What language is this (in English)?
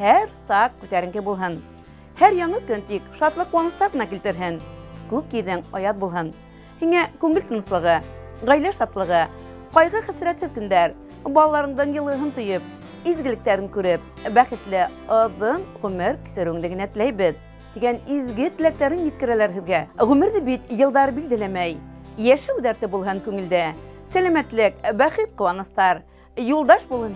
Bashkir